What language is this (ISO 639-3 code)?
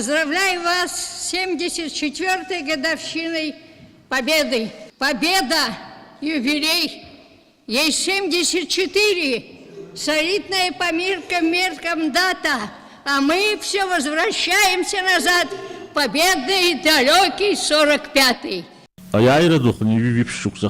abk